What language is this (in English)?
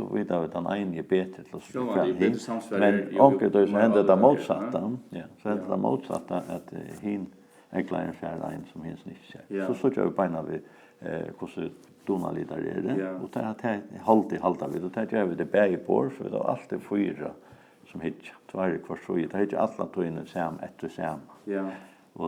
Faroese